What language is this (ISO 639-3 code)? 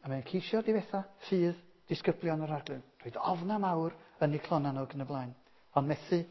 cym